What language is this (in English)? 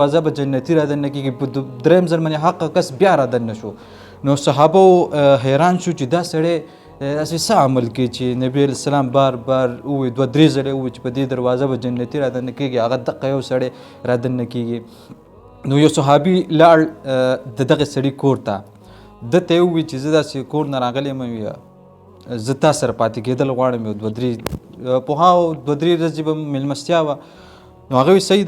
Pashto